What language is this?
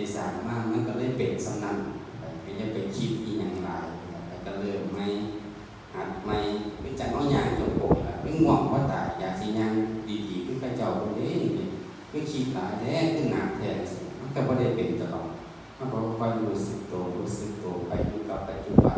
Northeastern Thai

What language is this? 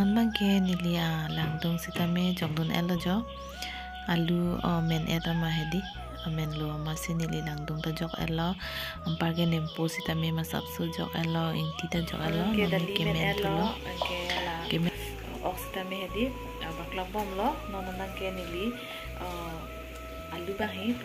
Karbi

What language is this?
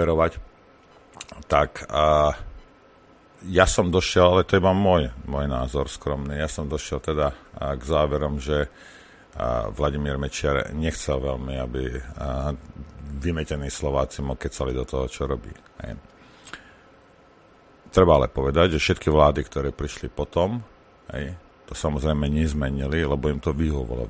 Slovak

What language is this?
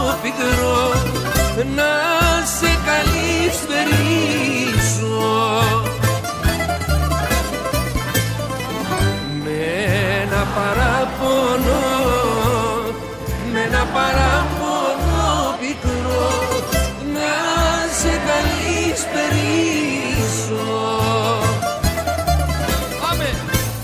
Greek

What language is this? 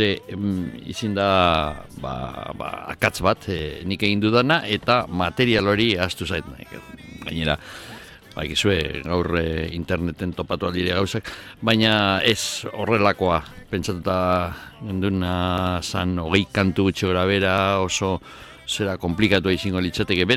Basque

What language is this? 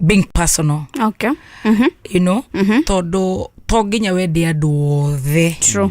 Kikuyu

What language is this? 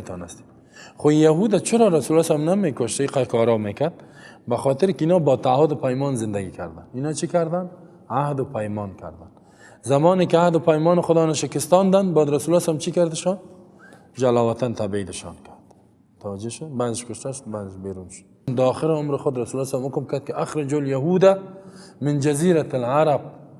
Persian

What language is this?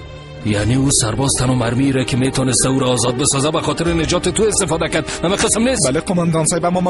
Persian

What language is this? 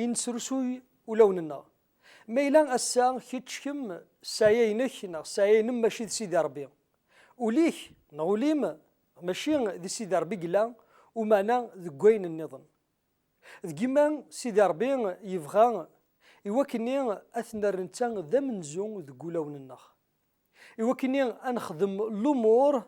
Kabyle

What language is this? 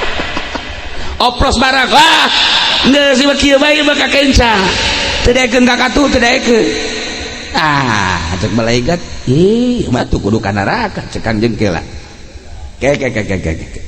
Sundanese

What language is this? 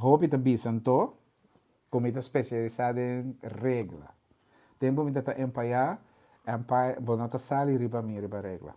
Papiamento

